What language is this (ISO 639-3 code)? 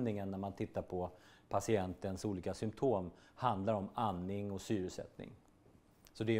swe